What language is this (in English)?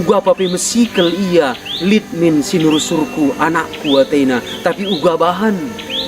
Batak Karo